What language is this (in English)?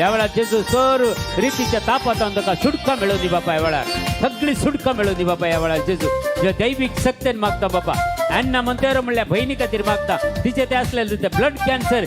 Konkani